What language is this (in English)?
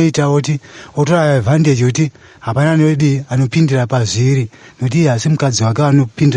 Shona